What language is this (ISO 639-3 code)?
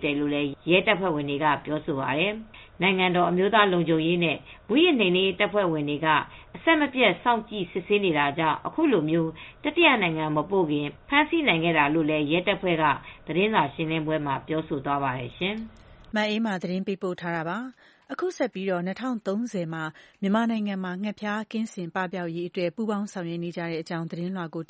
mya